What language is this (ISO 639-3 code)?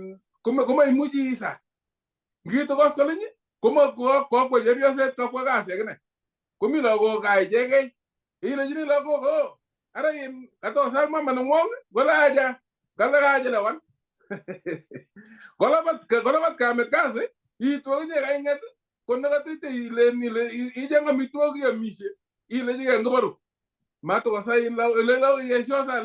kln